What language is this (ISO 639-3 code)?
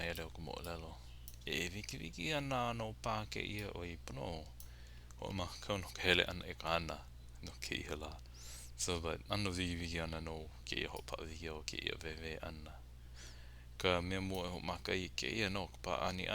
haw